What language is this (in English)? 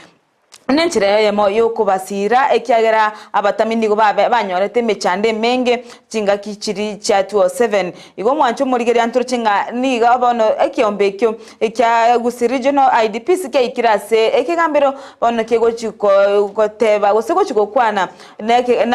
Gusii